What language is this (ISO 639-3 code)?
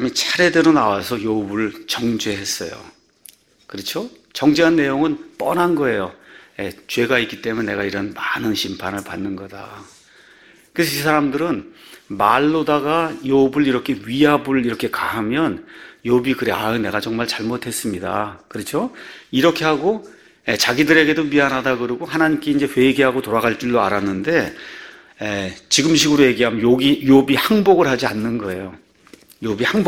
kor